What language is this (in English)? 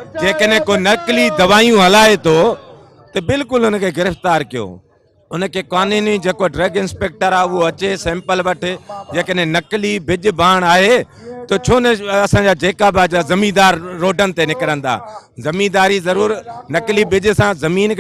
Sindhi